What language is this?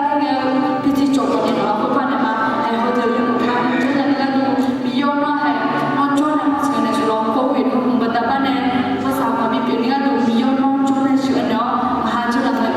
Akha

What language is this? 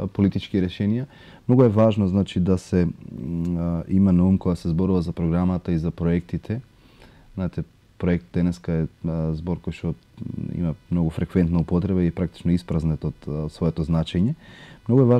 Macedonian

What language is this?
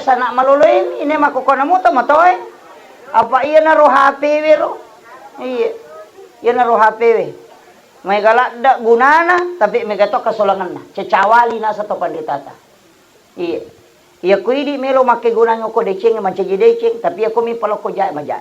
Buginese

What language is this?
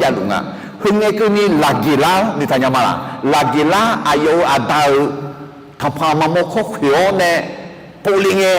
Akha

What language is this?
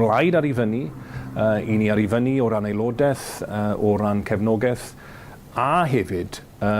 Welsh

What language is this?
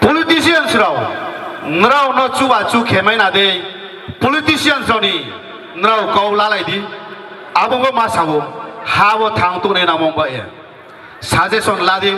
Riang (India)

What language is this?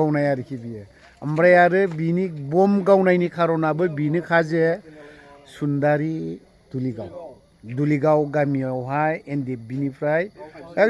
Bodo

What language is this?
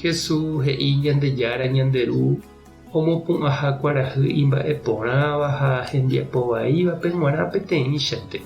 Guarani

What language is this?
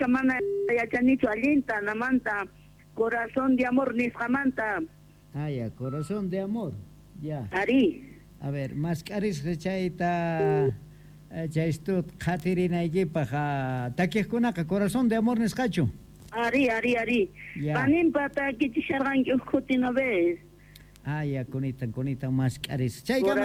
South Bolivian Quechua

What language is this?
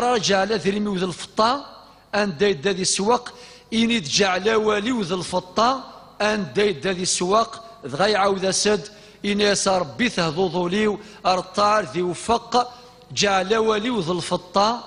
Kabyle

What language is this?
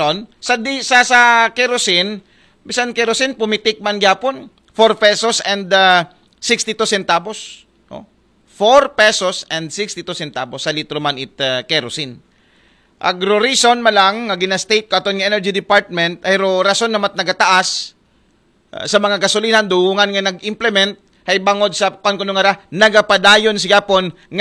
Aklanon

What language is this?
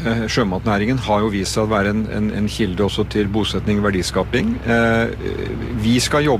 Norwegian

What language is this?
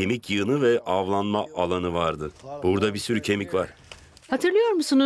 Turkish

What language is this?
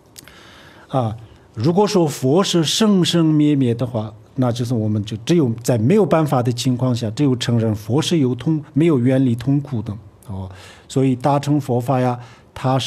Chinese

